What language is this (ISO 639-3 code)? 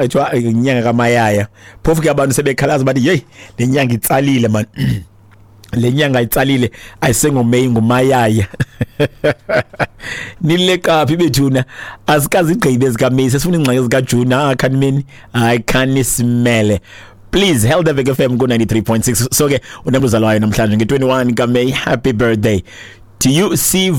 xho